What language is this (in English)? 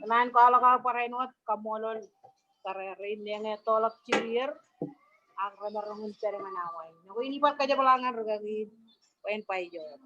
Marshallese